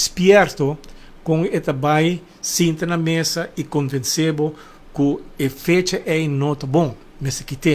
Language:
Papiamento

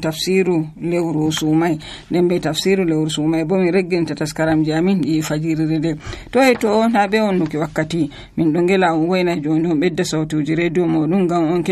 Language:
Nigerian Fulfulde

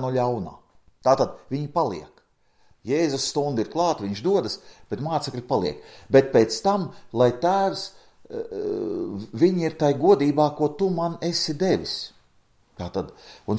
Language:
Latvian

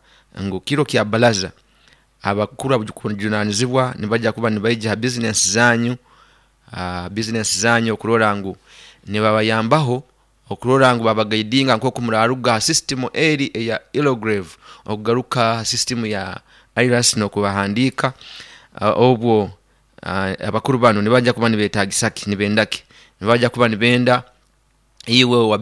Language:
Nyoro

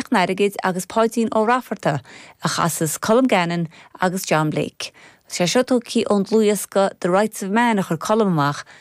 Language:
Irish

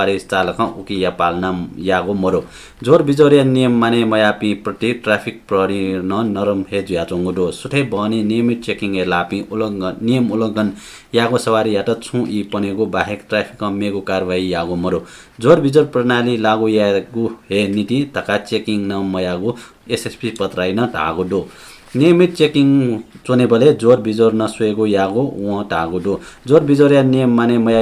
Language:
Newari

